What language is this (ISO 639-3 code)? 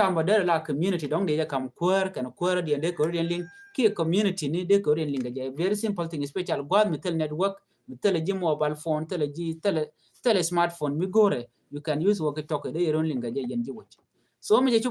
nus